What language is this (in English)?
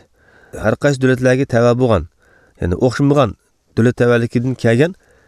Uyghur